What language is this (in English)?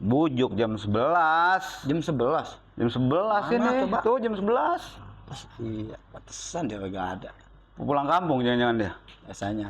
Betawi